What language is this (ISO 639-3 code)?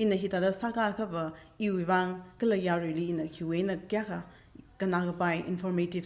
nmf